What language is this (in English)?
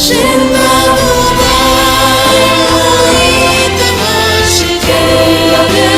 Guarani